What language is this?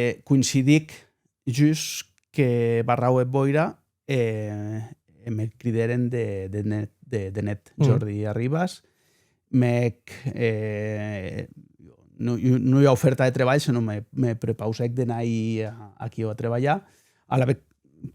Occitan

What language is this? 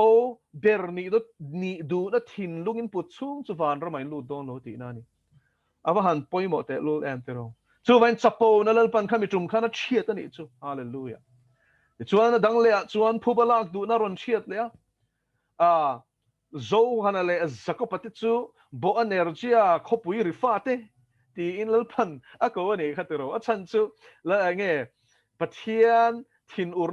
Mizo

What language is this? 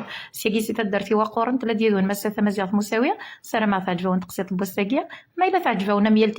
Kabyle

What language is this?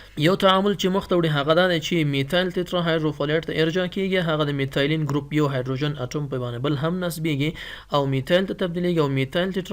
Pashto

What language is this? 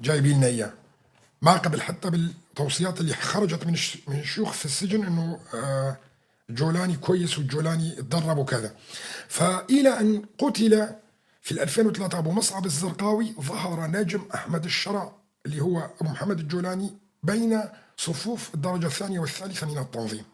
North Levantine Arabic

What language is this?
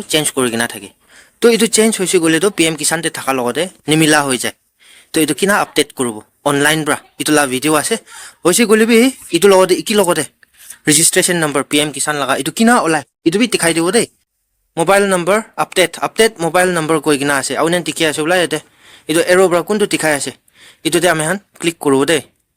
Naga Pidgin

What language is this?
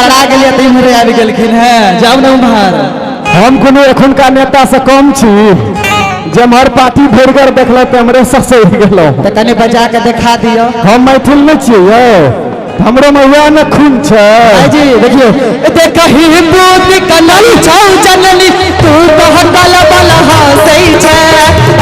Maithili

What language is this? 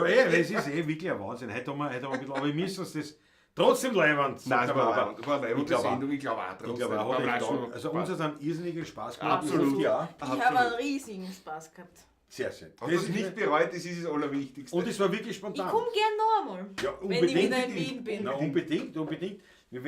Bavarian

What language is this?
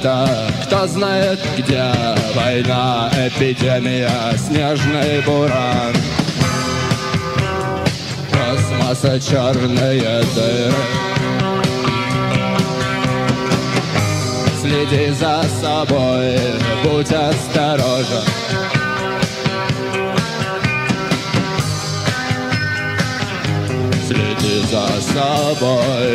Russian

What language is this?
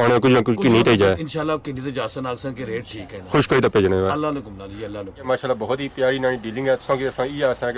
Pahari-Potwari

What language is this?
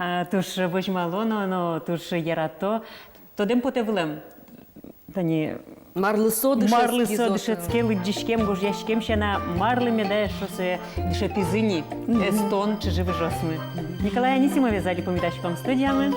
Udmurt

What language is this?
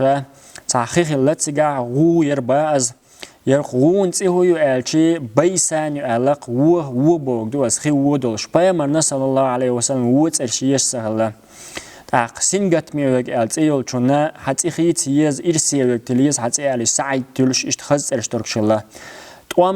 Chechen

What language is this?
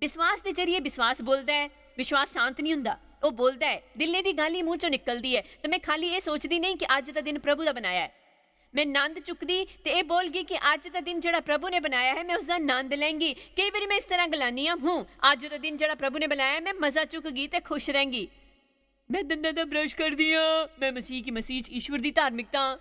Dogri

